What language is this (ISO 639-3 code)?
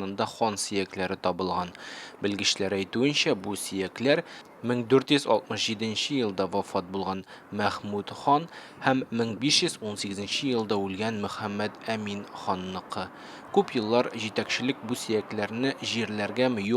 tat